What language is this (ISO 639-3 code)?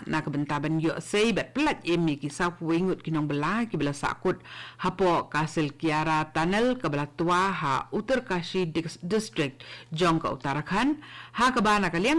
kha